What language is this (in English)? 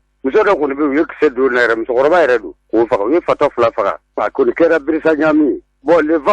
Bambara